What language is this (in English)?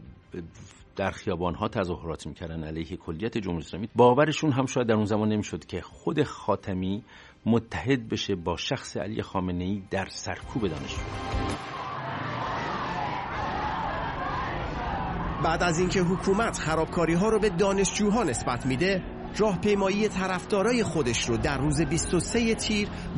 Persian